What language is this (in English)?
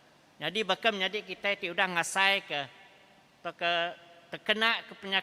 Iban